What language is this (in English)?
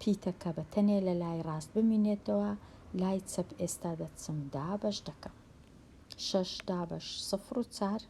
Central Kurdish